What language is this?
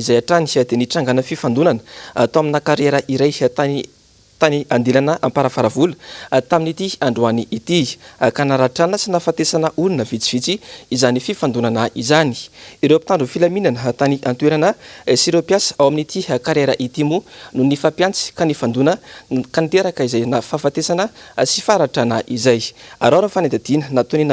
Malagasy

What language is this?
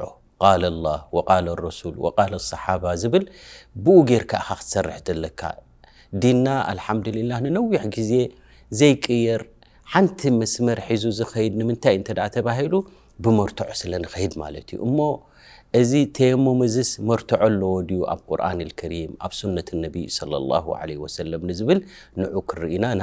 Tigrinya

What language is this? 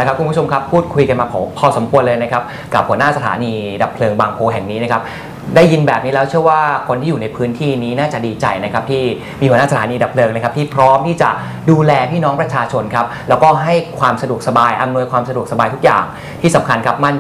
Thai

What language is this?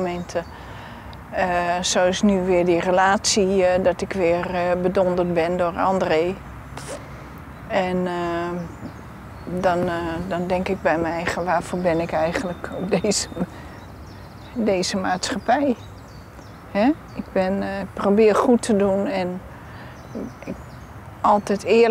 Dutch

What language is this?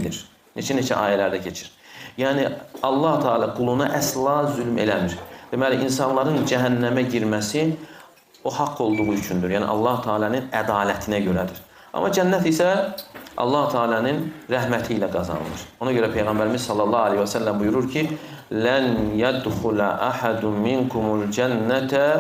Azerbaijani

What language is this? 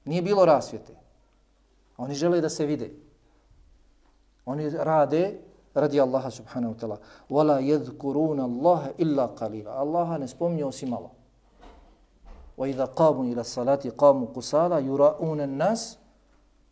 Bosnian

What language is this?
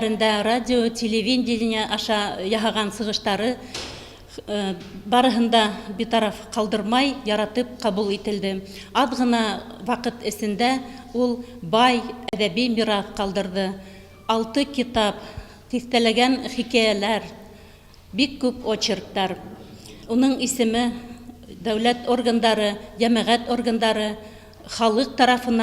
Bashkir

